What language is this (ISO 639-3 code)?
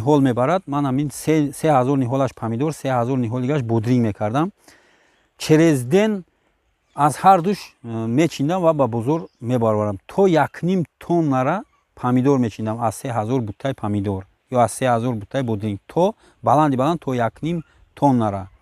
tgk